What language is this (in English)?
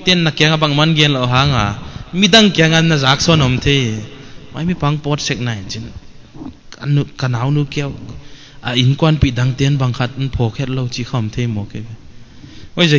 Paite Chin